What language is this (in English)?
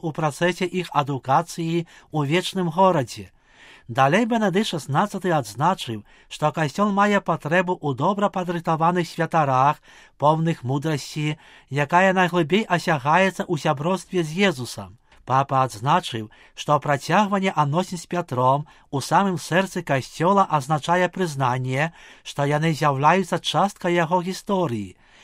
Belarusian